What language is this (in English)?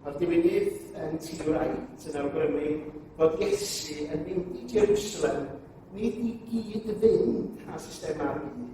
Welsh